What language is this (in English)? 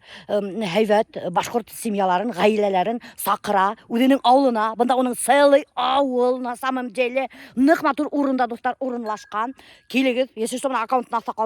Bashkir